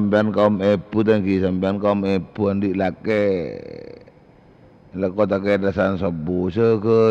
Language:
Madurese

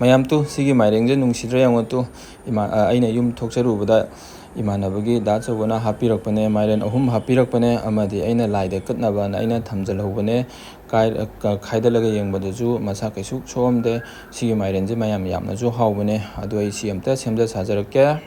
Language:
Manipuri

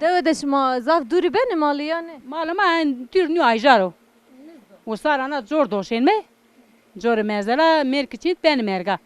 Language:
Zaza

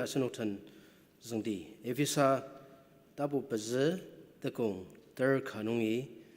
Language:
Ao Naga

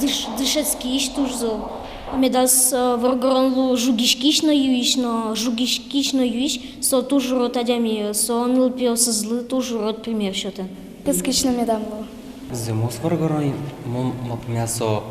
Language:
Udmurt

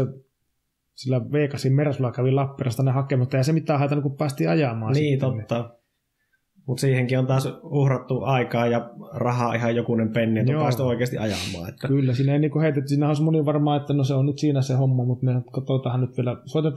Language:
Finnish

